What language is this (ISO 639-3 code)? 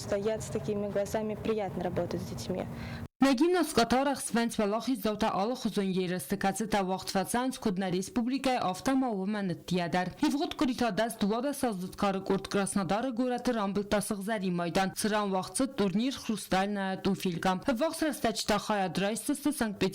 oss